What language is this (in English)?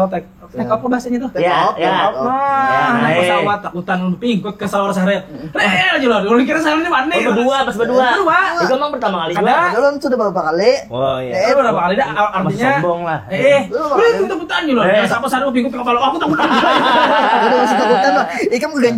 Banjar